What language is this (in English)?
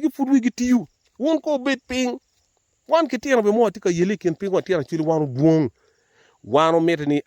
Acoli